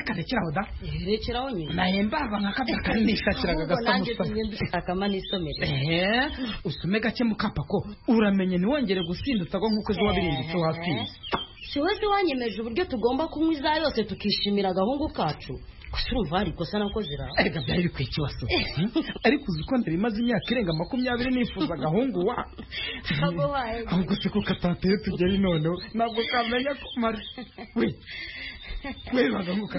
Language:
Kinyarwanda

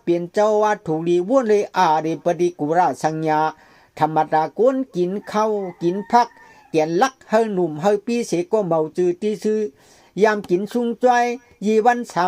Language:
Shan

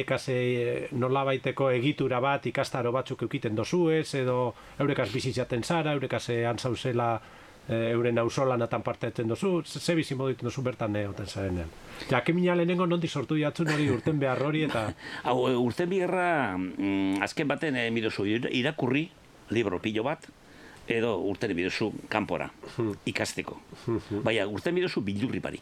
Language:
Basque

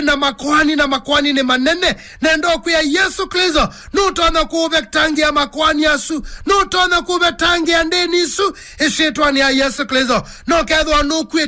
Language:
Kamba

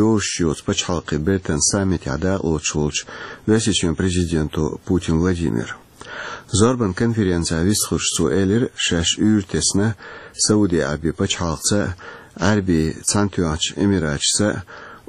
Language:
Chechen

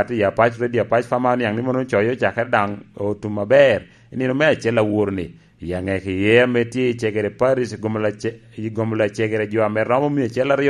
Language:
Lango (Uganda)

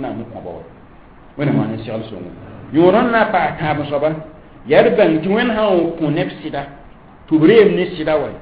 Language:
Mossi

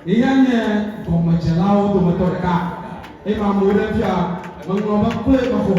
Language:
Ewe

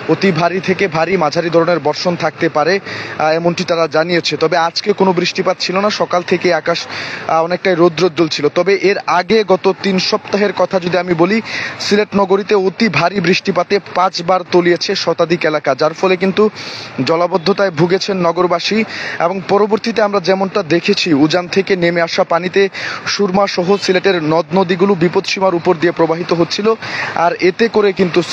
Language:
Bangla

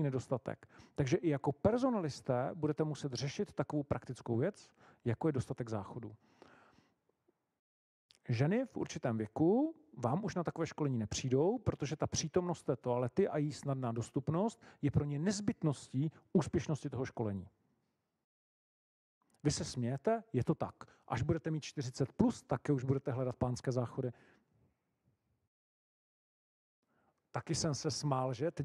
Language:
Czech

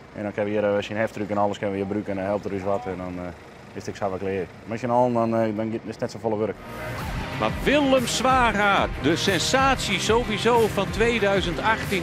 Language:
Western Frisian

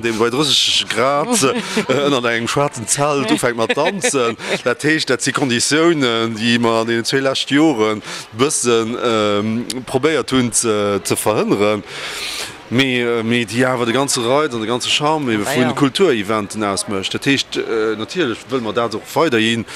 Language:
Luxembourgish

